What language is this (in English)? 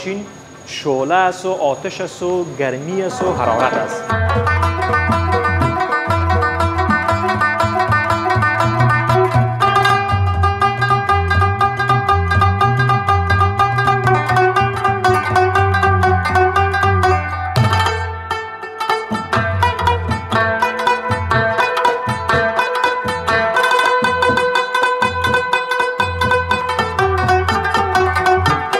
Persian